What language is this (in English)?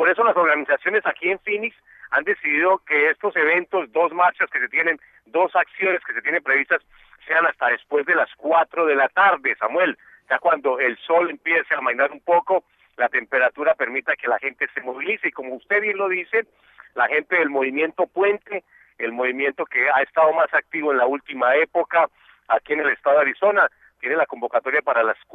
Spanish